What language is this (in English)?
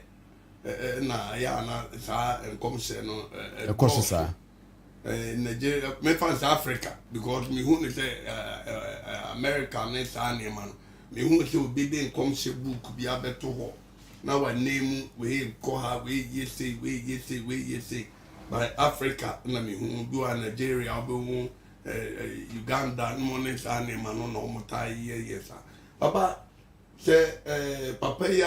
Akan